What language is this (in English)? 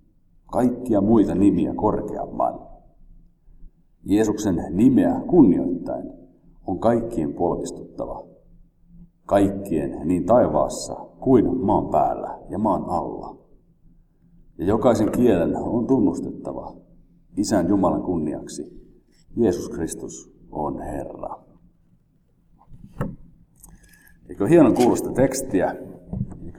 Finnish